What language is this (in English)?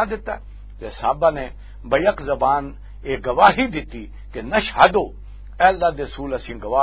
Western Panjabi